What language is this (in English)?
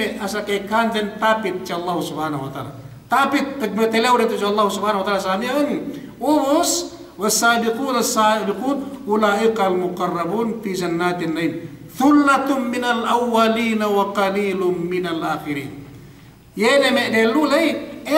Yakan